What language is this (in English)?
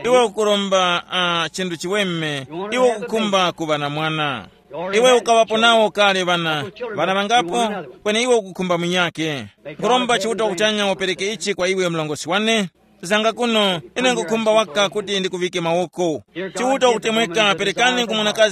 Tumbuka